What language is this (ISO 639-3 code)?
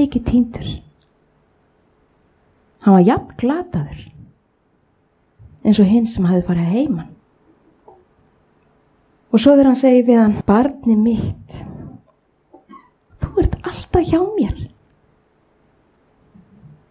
isl